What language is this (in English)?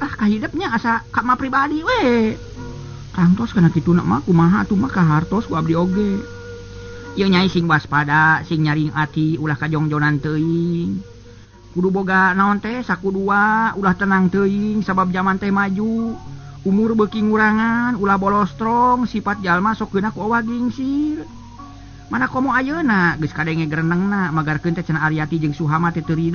Sundanese